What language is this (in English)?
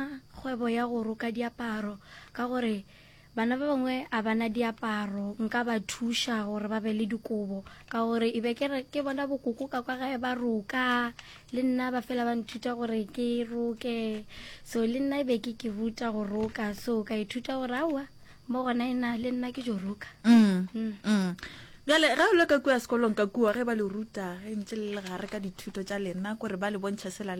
Northern Sotho